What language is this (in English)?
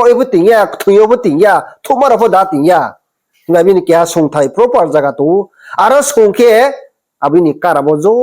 Riang (India)